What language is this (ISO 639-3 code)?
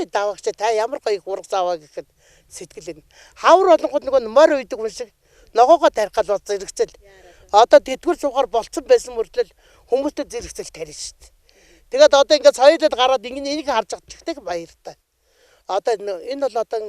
mon